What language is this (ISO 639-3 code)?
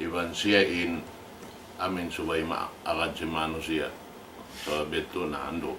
tsg